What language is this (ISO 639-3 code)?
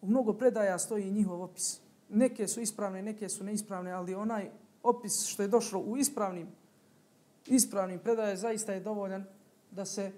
bos